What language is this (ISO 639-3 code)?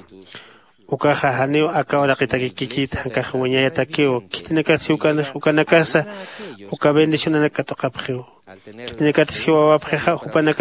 aym